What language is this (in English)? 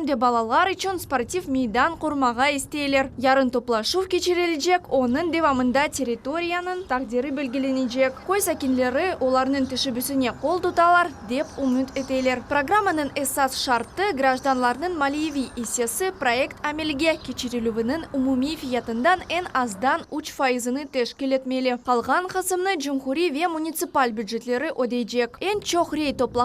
Crimean Tatar